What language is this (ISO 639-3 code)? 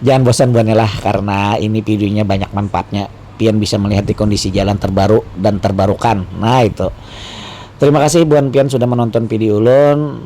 bjn